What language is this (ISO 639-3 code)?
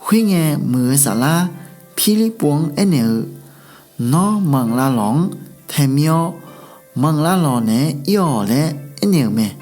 ahk